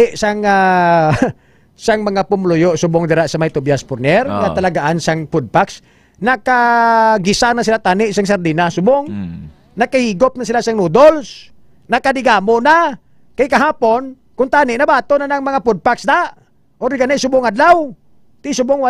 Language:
Hiligaynon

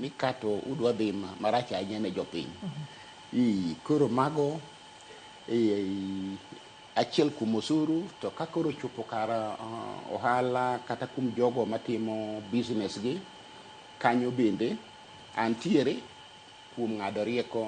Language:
Luo (Kenya and Tanzania)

